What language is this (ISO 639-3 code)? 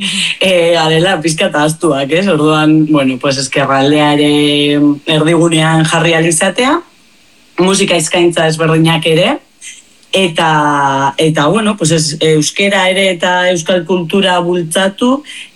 eus